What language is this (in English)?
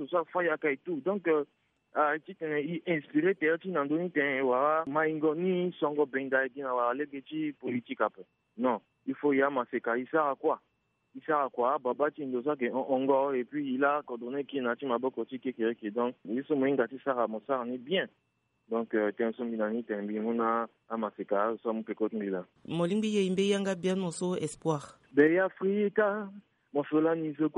Sango